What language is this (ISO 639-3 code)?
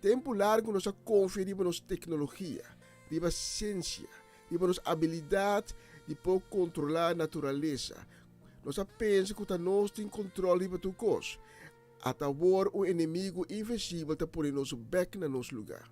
pap